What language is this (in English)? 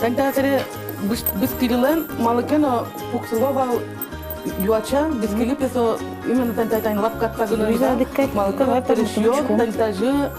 Udmurt